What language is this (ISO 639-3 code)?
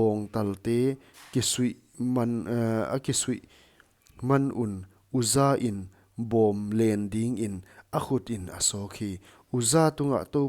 pck